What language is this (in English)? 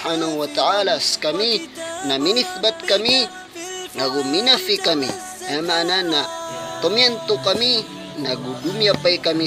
Maranao